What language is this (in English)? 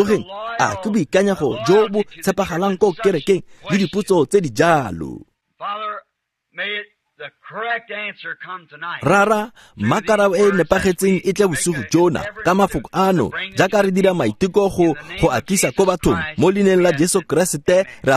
Tswana